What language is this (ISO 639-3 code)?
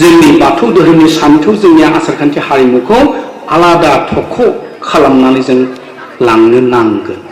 brx